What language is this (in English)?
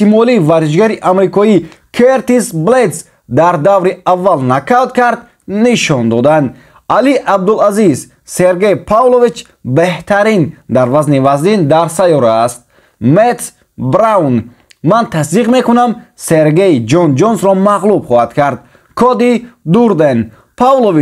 Tajik